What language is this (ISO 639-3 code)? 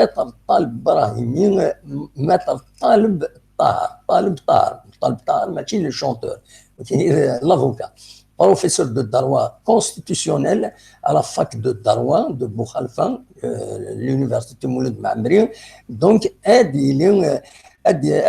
kab